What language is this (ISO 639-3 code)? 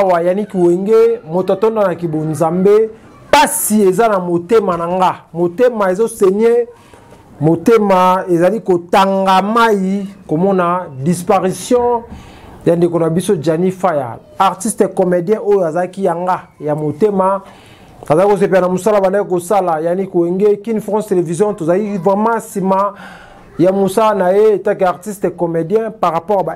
lin